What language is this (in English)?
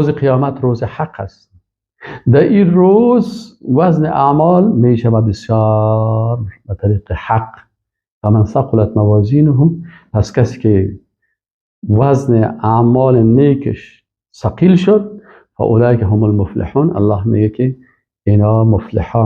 Persian